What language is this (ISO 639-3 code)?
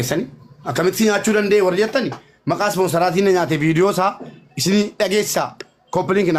orm